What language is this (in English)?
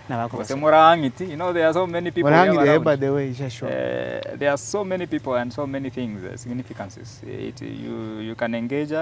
Gusii